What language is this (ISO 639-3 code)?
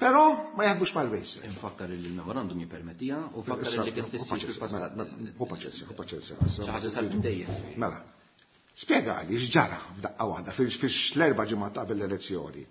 mlt